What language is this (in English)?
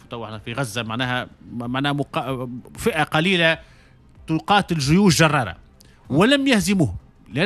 Tunisian Arabic